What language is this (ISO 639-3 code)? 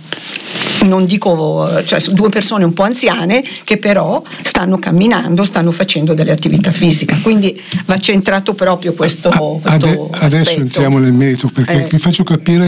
ita